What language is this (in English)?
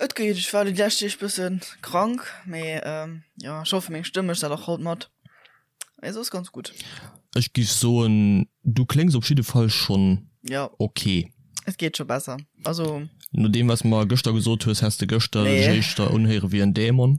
Luxembourgish